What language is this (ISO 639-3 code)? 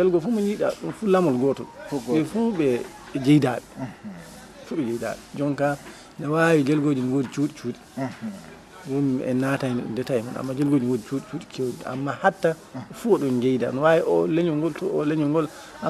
ful